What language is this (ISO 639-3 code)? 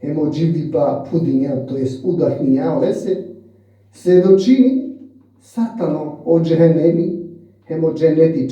rmn